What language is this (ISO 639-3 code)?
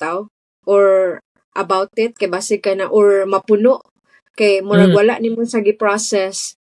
ceb